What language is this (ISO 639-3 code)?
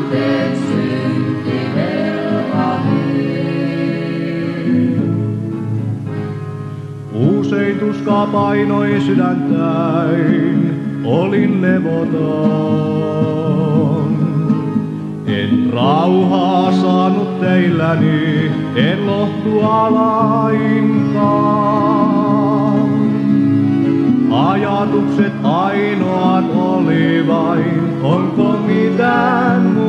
fin